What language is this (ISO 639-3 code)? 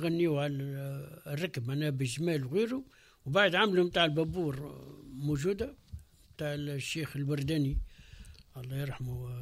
aeb